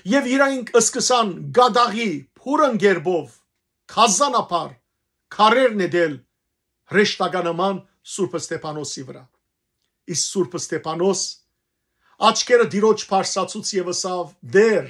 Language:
Western Armenian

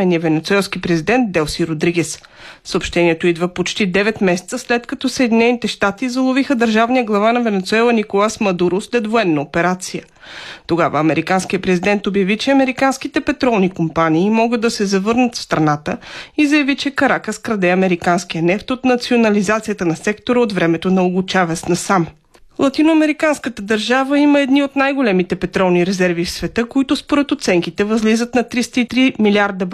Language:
Bulgarian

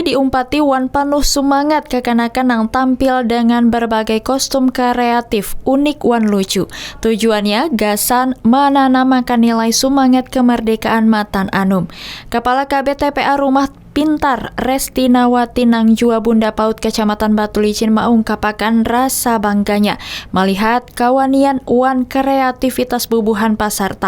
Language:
Banjar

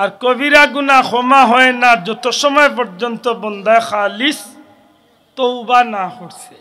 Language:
Sylheti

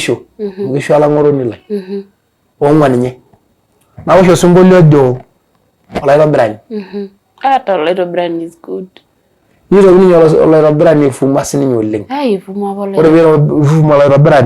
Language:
Masai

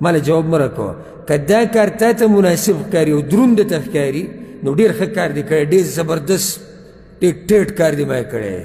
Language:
Pashto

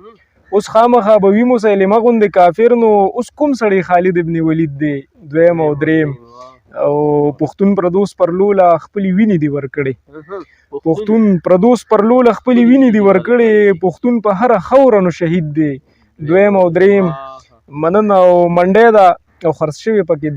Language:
Pashto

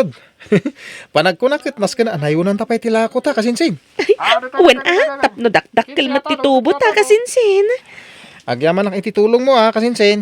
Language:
Iloko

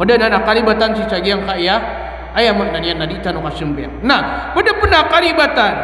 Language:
Maranao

